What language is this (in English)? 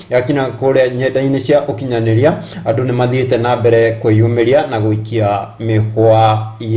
Kikuyu